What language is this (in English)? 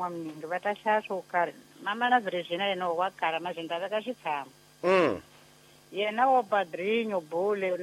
Tsonga